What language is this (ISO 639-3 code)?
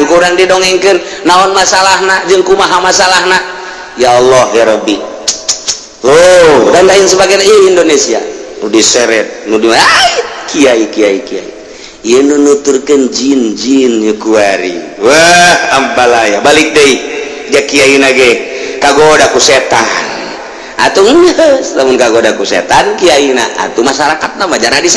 sun